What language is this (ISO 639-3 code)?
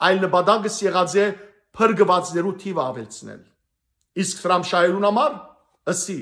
hyw